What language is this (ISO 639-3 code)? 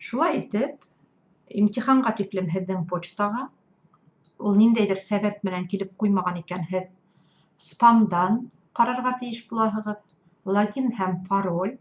bak